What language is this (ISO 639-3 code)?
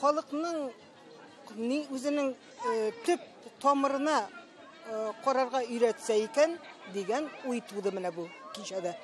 tat